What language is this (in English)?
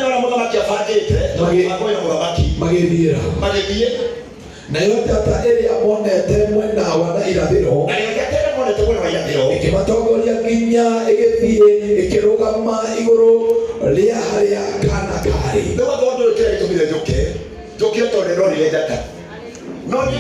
Kikuyu